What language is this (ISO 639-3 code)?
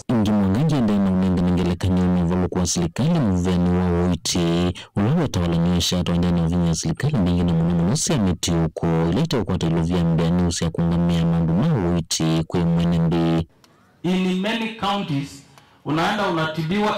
kam